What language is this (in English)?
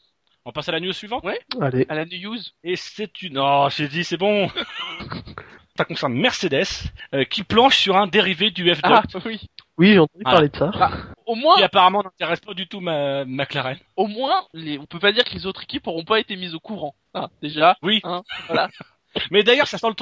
French